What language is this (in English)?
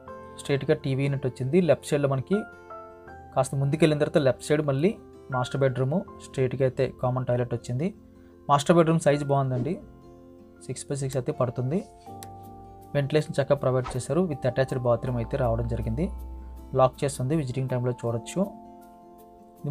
Telugu